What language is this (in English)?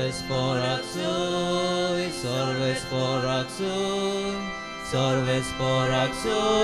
Konkani